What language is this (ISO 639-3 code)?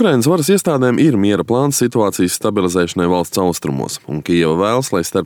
lav